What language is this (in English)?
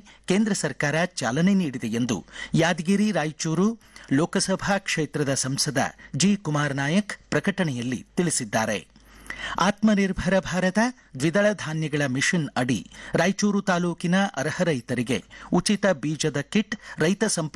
Kannada